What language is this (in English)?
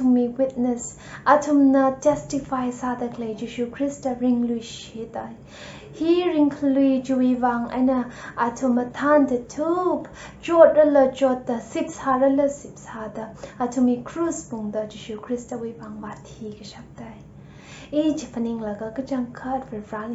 Tangkhul Naga (India)